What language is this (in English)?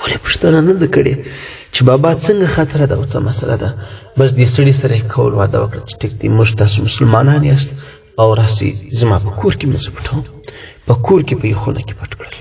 Pashto